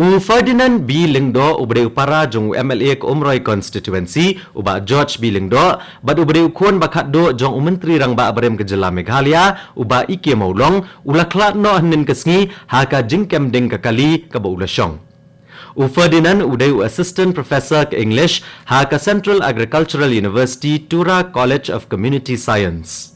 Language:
Khasi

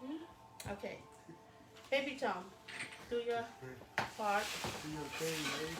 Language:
Tongan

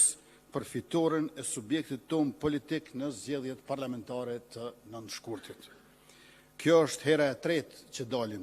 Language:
Albanian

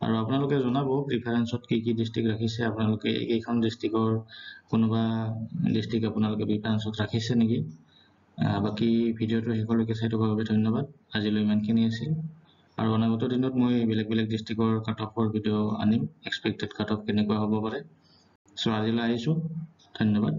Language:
Assamese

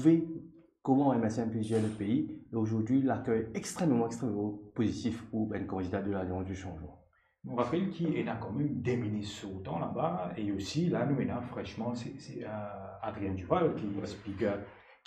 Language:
Morisyen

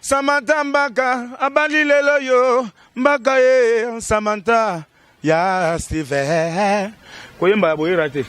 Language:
Lingala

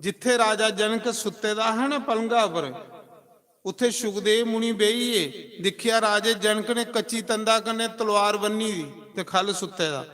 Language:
Dogri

